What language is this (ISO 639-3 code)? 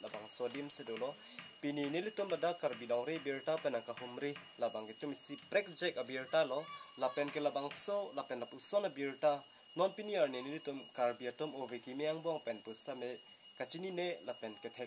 mjw